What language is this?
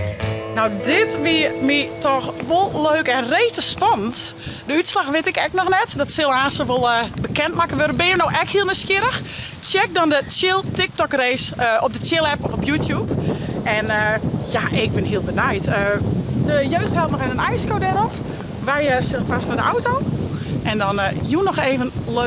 Western Frisian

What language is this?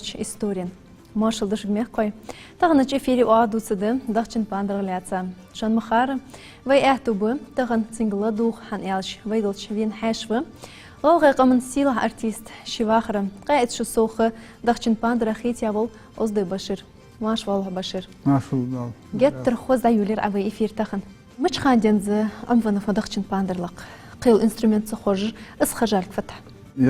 Ingush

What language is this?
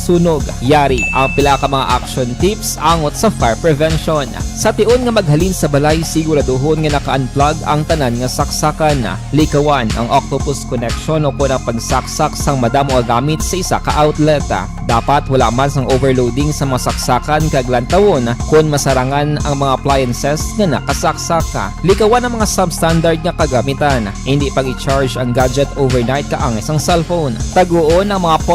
Hiligaynon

